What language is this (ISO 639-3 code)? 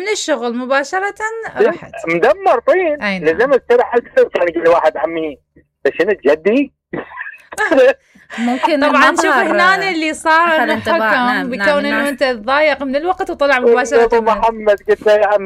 acm